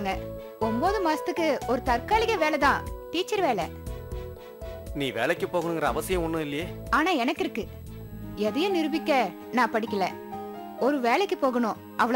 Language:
Tamil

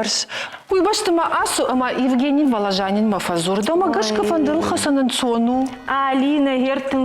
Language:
Ossetic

